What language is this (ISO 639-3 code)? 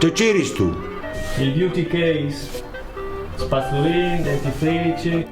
fur